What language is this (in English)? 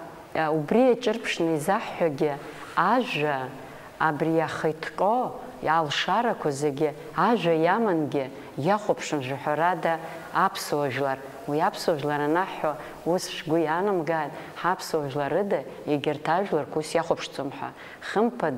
Abkhazian